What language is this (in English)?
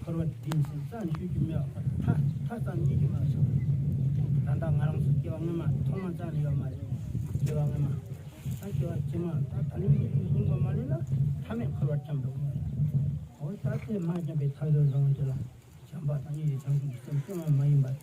Tibetan